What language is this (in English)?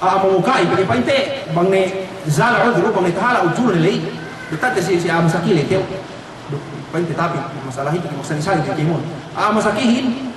Yakan